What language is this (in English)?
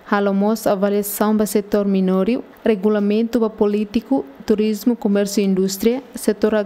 Tetum